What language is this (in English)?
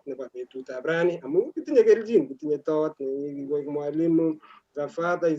Kalenjin